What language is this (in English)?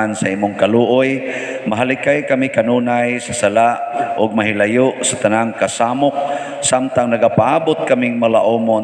Cebuano